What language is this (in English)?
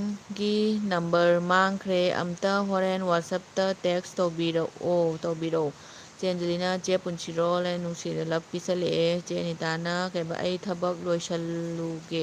Manipuri